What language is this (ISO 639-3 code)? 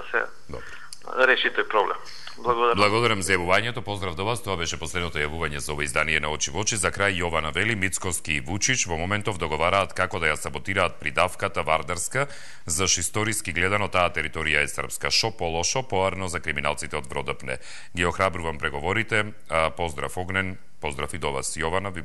mkd